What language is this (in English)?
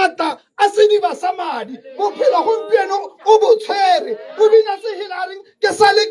Tswana